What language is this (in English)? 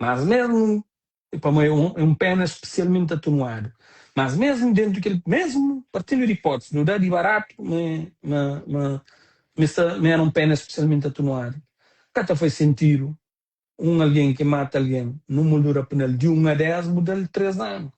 Kabuverdianu